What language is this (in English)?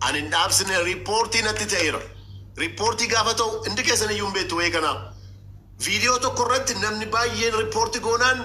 Oromo